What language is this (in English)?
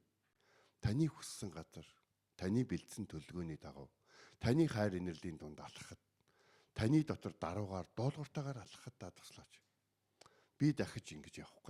Mongolian